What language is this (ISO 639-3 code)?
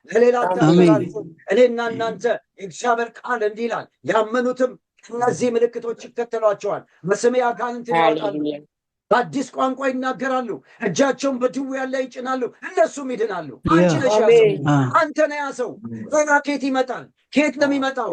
amh